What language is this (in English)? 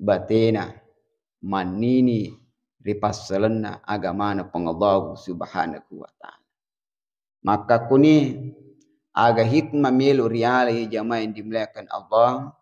Buginese